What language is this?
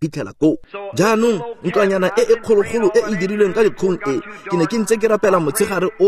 Tswana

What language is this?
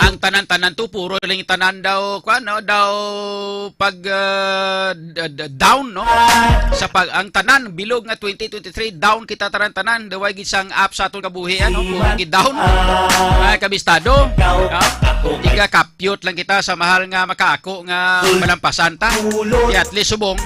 Hiligaynon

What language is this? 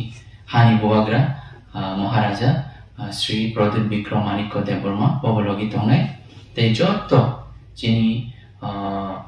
Kok Borok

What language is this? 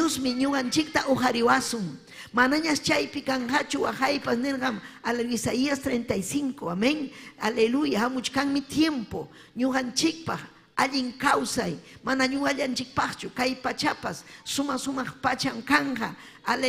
Ayacucho Quechua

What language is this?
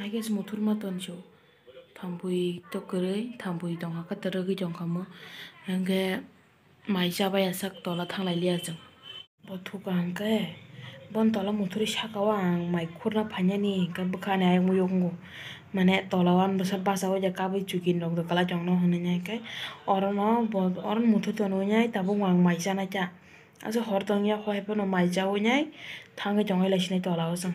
Kok Borok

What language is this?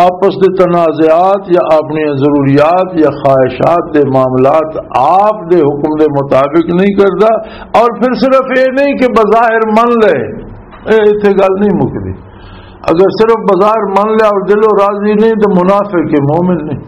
Western Panjabi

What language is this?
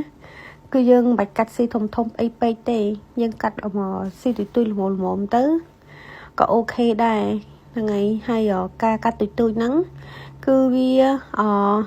Khmer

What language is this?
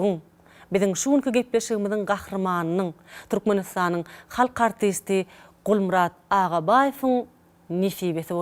Turkmen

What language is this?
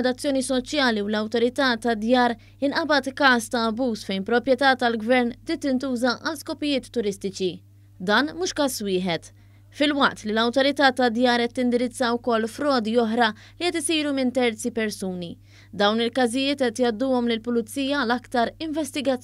Maltese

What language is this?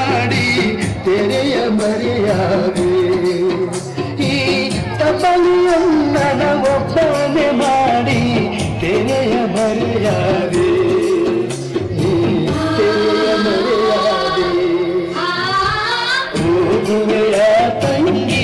Kannada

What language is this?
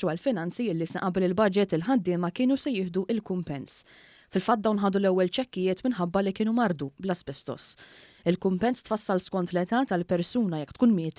Maltese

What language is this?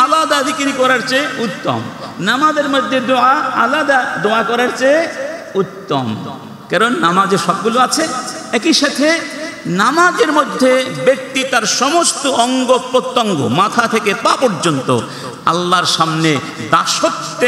Bangla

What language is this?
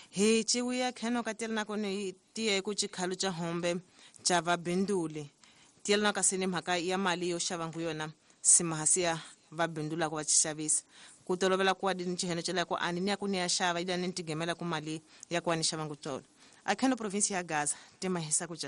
Tsonga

